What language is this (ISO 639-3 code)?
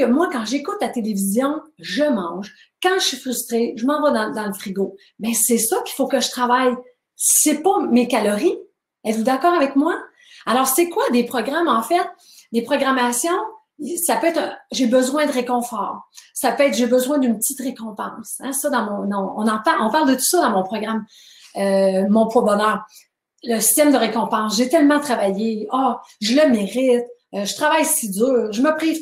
fra